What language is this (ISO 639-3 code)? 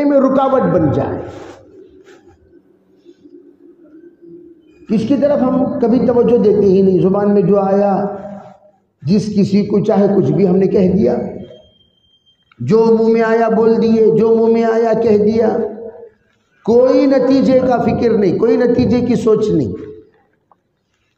urd